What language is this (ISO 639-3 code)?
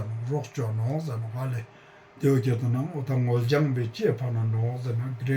lbj